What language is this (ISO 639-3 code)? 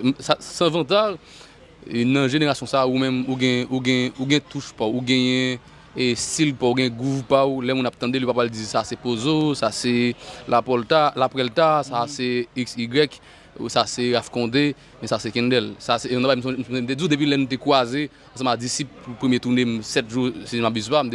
hat